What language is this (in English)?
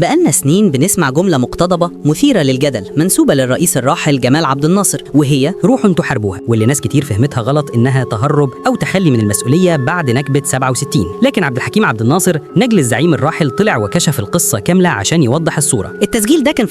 Egyptian Arabic